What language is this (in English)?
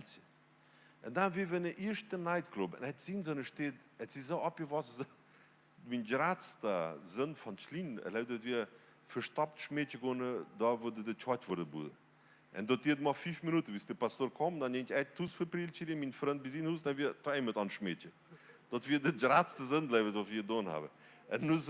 Plautdietsch